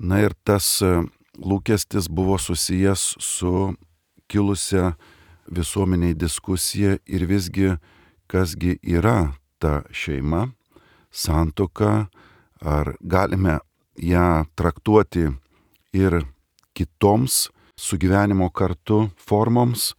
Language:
Lithuanian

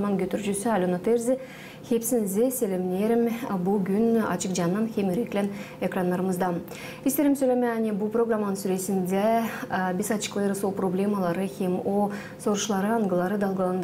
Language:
Gagauz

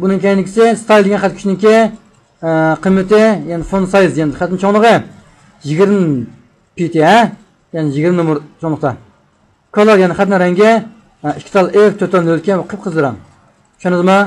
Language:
Uyghur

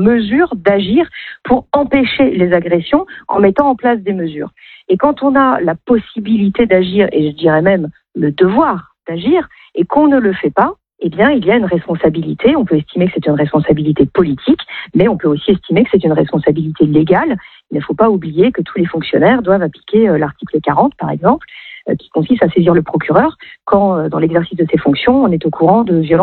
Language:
French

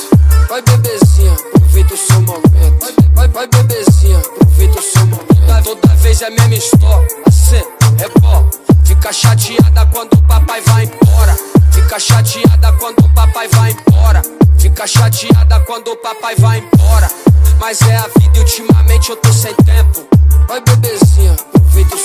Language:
Portuguese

